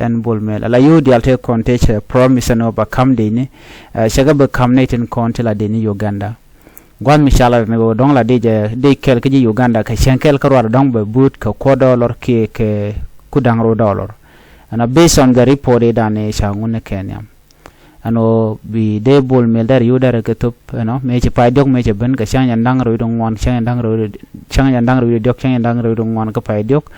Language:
Nuer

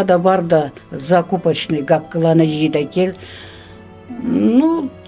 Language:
Karachay-Balkar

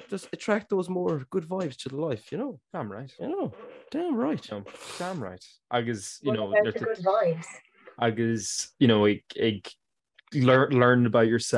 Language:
Irish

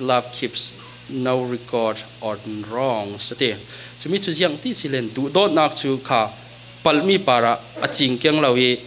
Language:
Falam Chin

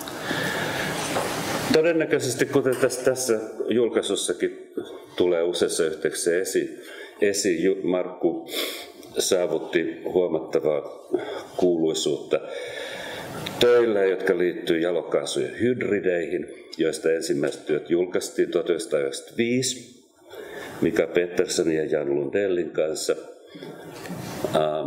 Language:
Finnish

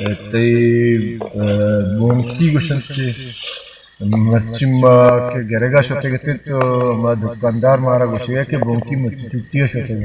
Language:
Baluchi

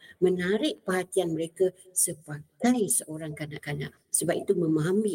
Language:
Malay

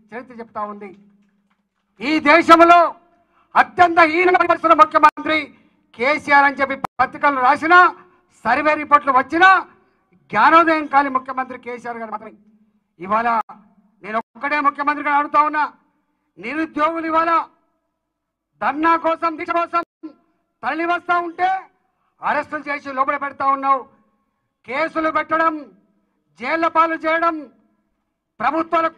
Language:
Telugu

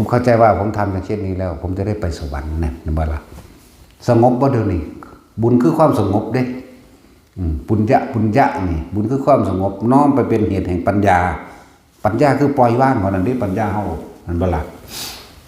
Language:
Northeastern Thai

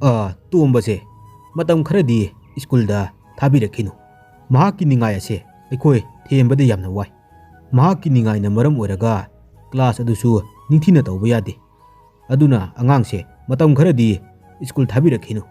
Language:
Manipuri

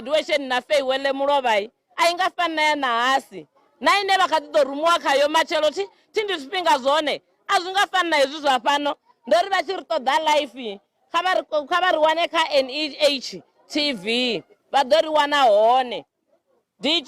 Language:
Venda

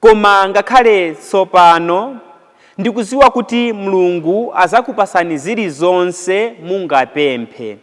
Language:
Nyanja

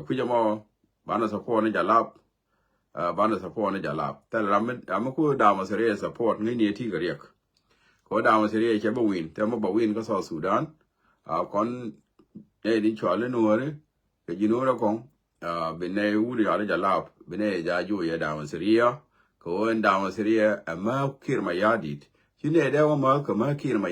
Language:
Nuer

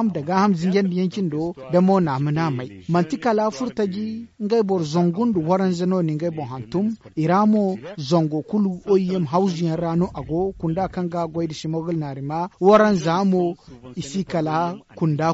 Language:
Zarma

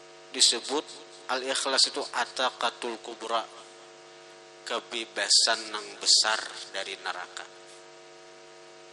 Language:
Banjar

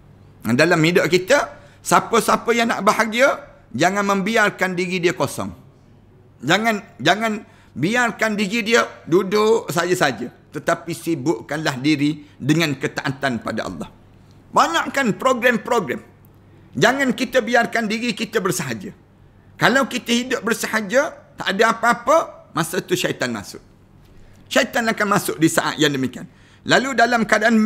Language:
Malay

